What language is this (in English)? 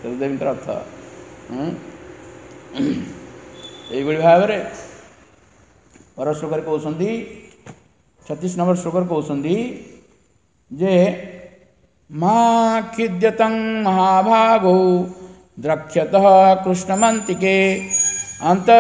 Odia